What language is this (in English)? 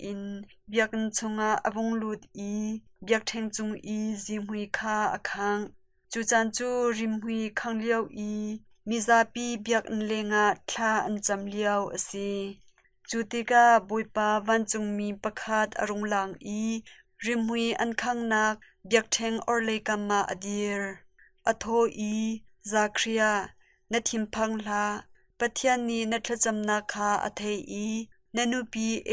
Hakha Chin